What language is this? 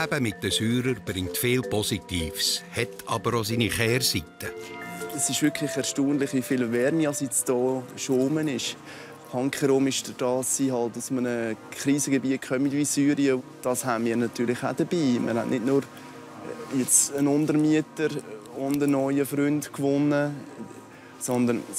Swiss German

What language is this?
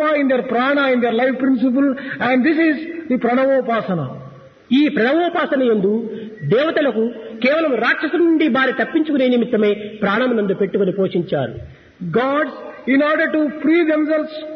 Telugu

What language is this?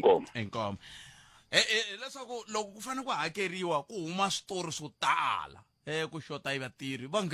Tsonga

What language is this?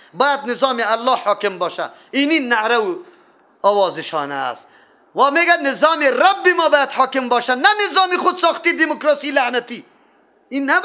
Persian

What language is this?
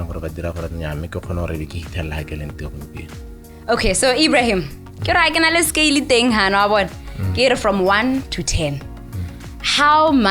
Tswana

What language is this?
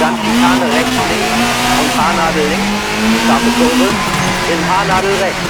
Bavarian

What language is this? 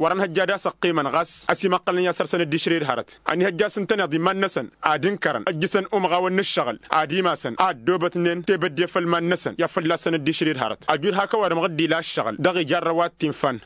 Tamasheq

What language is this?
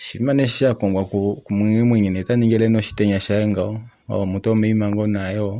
Kuanyama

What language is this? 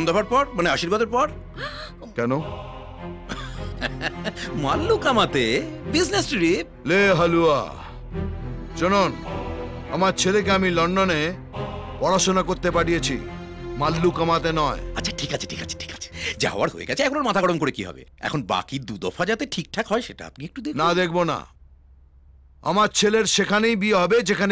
Bangla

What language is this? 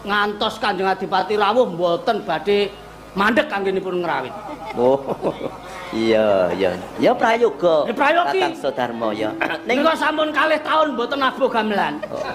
Javanese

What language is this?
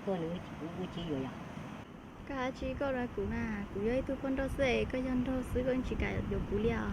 Hmong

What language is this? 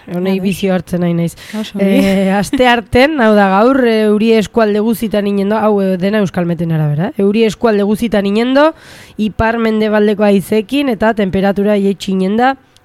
Basque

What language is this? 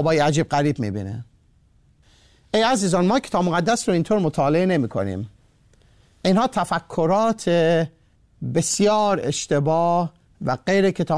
Persian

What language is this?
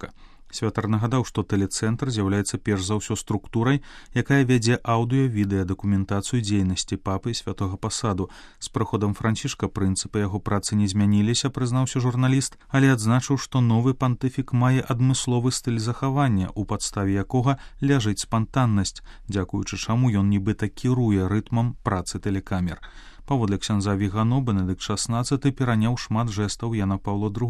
Belarusian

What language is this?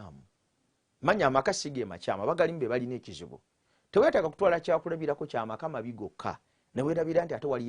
Ganda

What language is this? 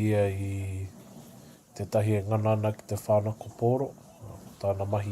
Māori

